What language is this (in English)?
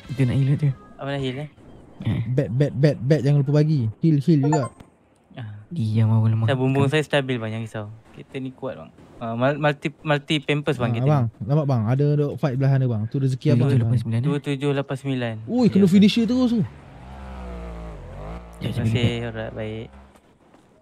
Malay